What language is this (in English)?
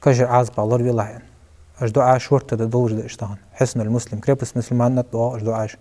Ingush